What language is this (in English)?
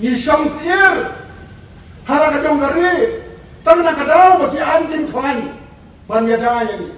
Khasi